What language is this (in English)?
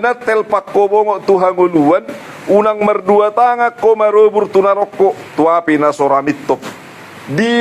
Batak Toba